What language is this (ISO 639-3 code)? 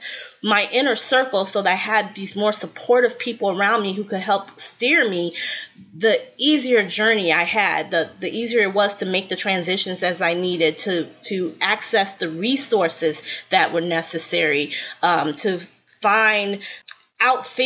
eng